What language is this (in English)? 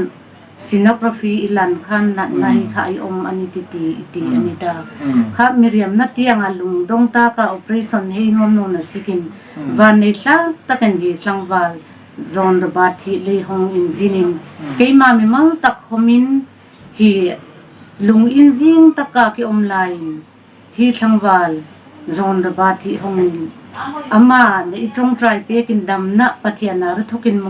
Hmar